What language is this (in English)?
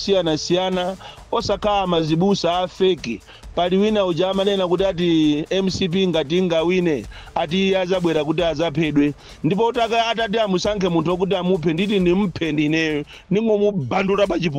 Nyanja